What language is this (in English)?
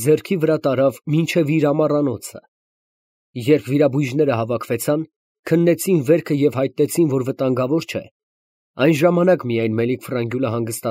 Armenian